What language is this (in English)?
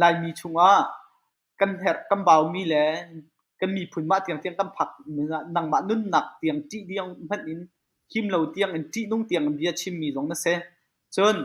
Hakha Chin